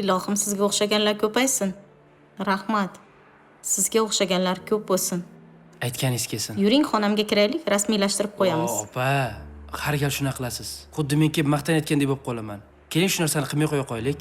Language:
Uzbek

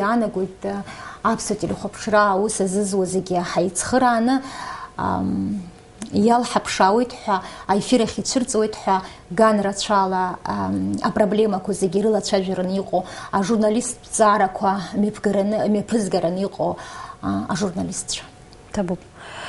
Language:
Abkhazian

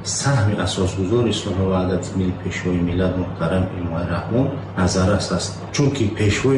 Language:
Tajik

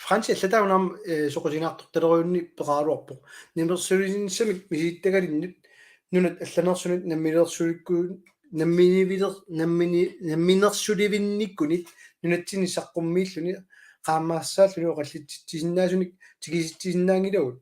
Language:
Kalaallisut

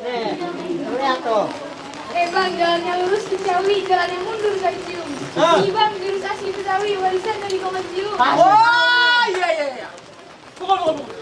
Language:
Betawi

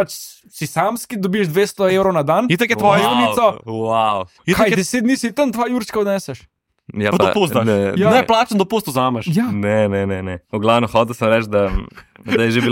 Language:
Slovenian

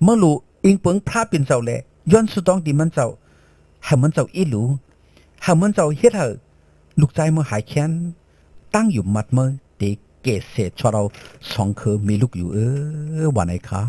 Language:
Shan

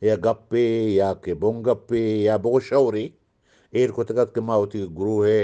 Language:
Eastern Balochi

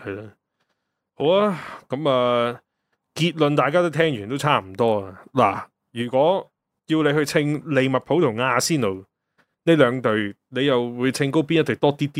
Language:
Cantonese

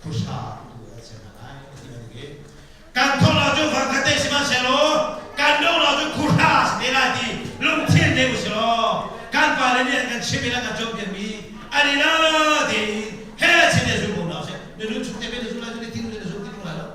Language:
Hakha Chin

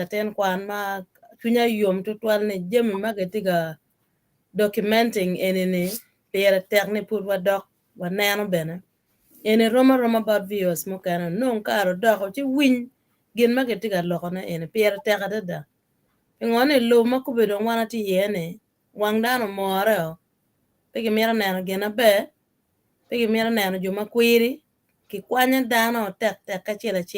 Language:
Acoli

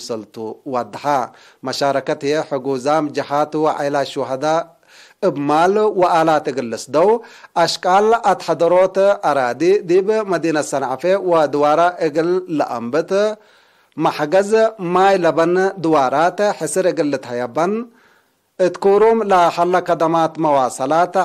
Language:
Tigre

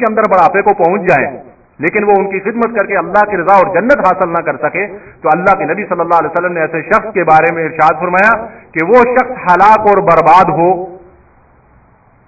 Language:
Urdu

